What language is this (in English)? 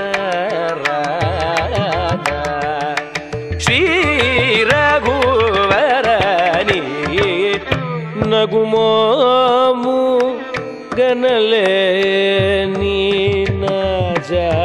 Telugu